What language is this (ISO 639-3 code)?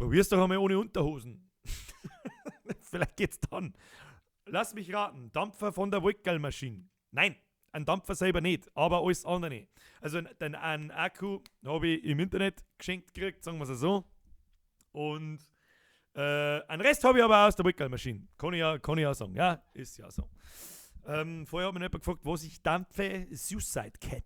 bar